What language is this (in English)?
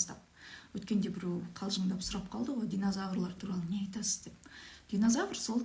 Kazakh